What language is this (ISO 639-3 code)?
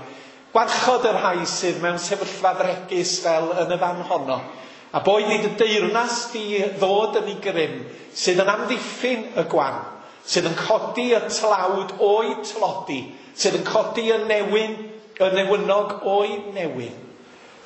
cym